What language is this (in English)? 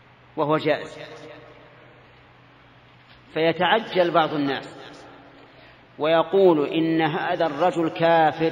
Arabic